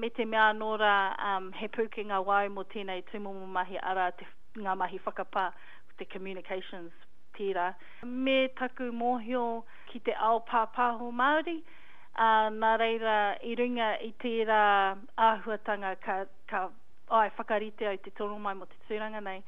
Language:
Māori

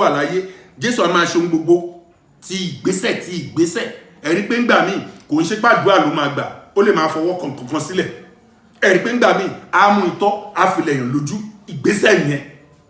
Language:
Yoruba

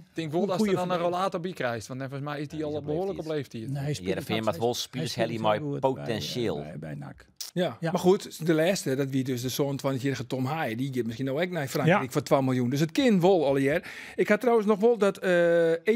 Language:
Western Frisian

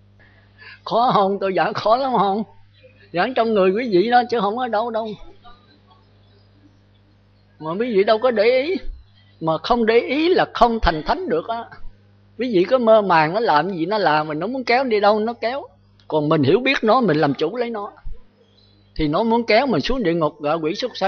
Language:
Vietnamese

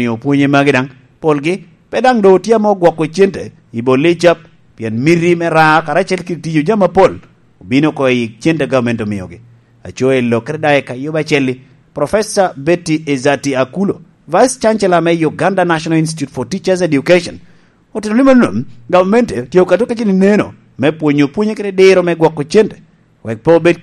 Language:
Lango (Uganda)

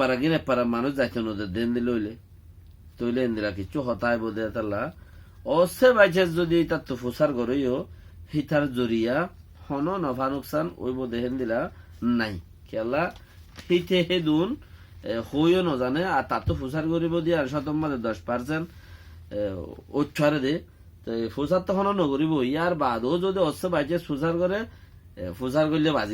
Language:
Rohingya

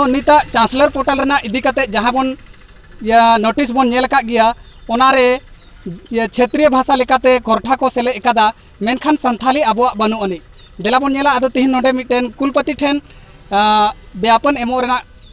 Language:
Santali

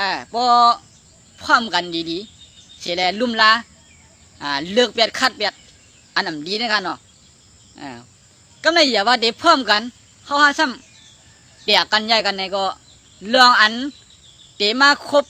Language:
Shan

